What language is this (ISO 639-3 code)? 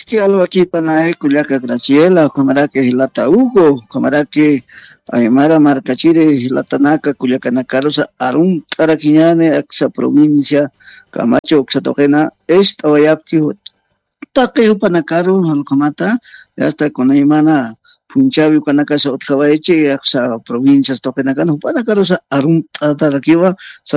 aym